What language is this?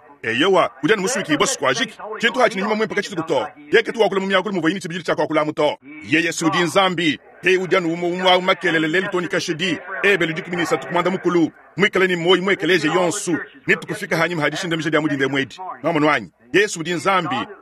Luba-Lulua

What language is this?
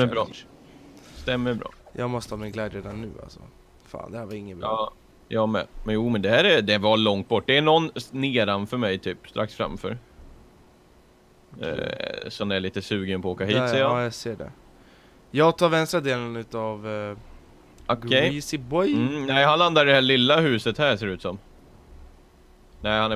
Swedish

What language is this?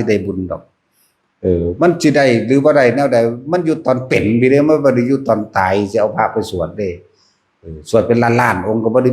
Northeastern Thai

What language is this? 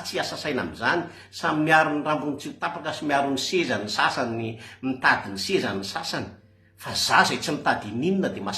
Malagasy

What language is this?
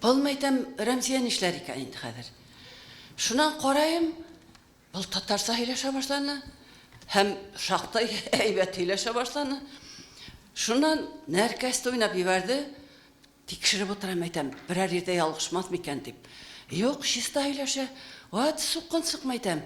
Bashkir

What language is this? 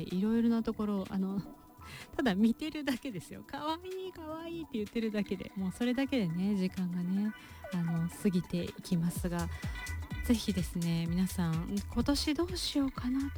Japanese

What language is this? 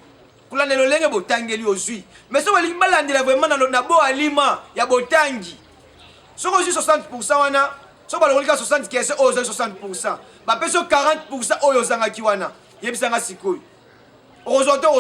Lingala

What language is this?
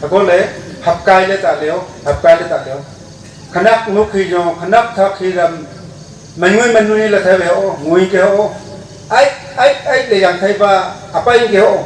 Wancho Naga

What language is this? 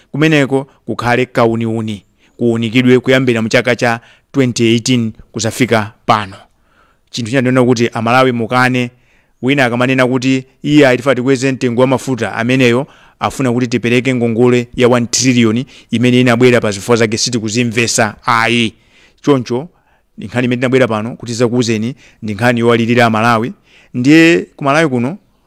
Nyanja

